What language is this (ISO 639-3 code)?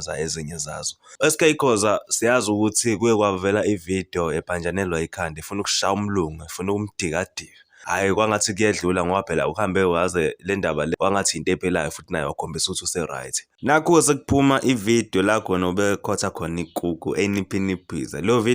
zul